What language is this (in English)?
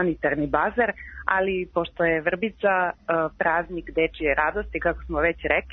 Serbian